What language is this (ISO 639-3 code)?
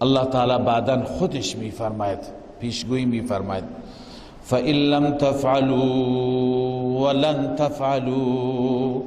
fas